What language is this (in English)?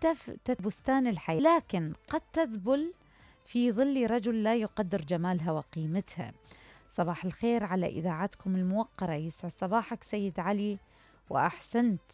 Mesopotamian Arabic